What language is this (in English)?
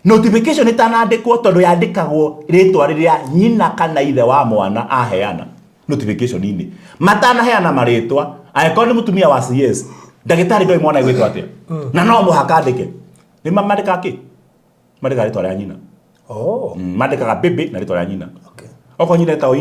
Kikuyu